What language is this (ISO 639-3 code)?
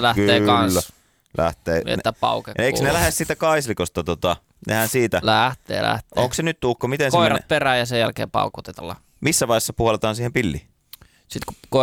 fin